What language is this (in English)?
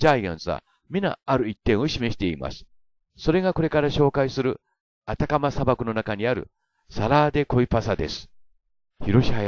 Japanese